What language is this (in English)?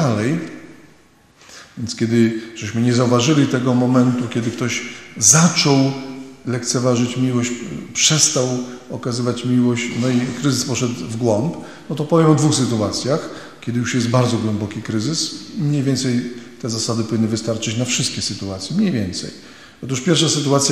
Polish